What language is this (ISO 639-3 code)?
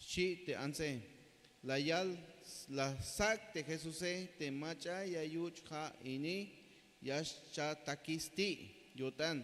tzh